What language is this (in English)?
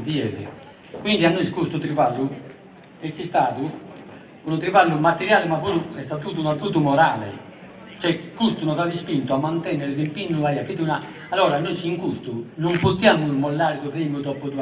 Sardinian